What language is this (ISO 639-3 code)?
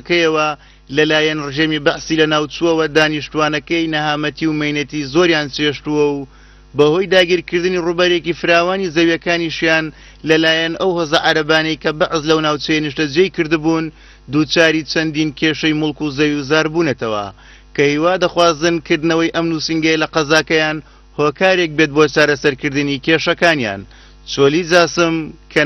ckb